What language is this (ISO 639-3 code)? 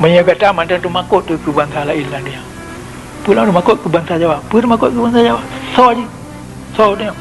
ace